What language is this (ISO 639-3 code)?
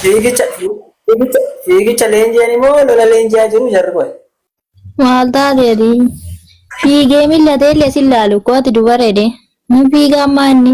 orm